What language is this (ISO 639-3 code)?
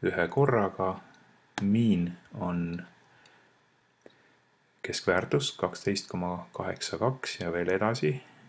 est